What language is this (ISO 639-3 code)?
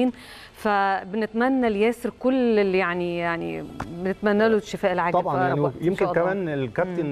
arz